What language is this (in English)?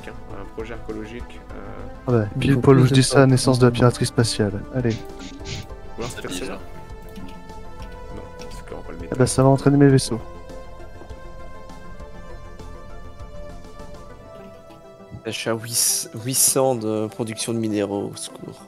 French